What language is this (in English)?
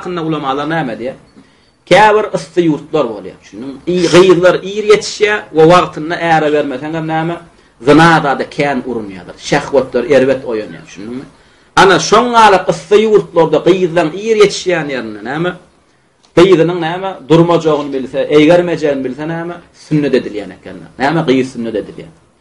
Turkmen